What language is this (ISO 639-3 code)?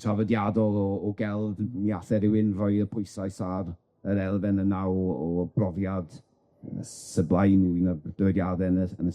cym